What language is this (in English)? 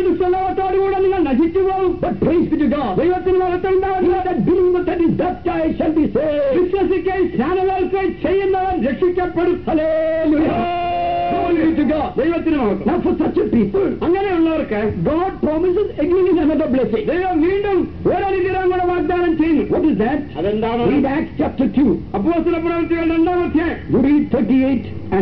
Malayalam